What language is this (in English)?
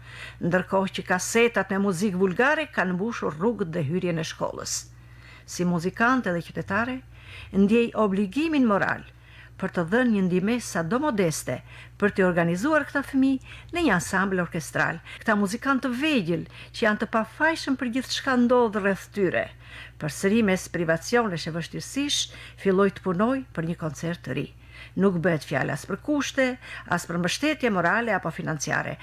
Albanian